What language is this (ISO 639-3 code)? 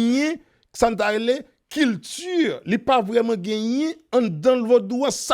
hat